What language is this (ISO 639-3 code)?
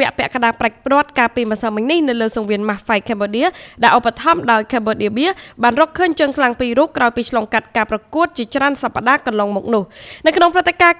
khm